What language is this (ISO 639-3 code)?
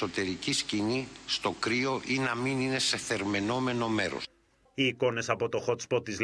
ell